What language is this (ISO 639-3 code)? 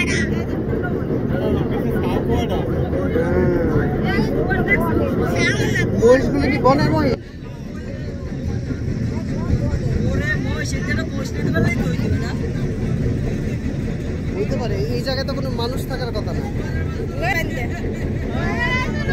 ben